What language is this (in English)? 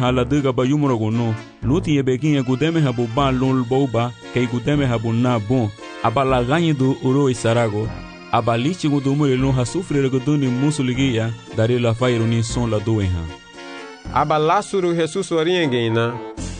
Garifuna